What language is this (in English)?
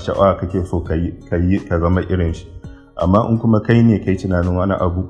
Hausa